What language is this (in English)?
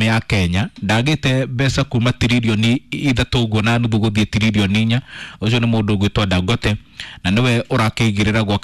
Kikuyu